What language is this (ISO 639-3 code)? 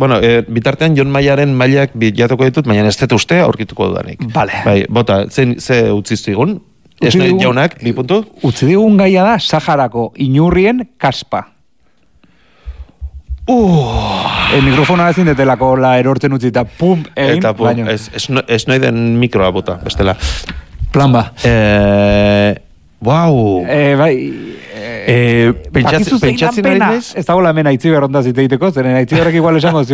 eus